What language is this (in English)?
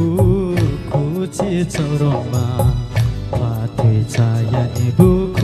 Riang (India)